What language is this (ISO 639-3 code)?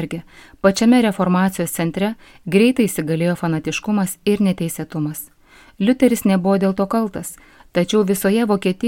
lit